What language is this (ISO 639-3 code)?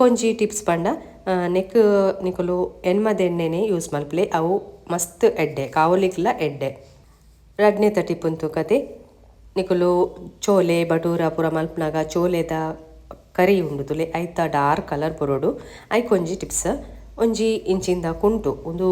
tcy